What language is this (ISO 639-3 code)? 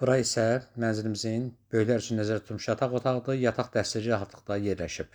aze